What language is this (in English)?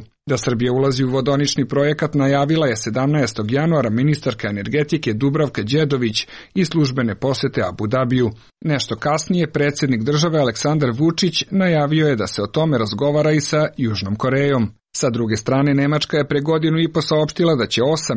Serbian